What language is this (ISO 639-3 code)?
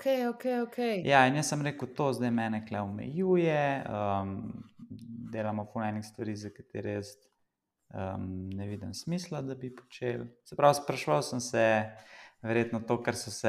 slv